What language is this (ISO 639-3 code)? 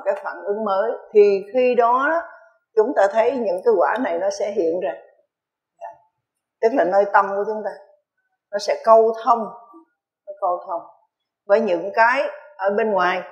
vie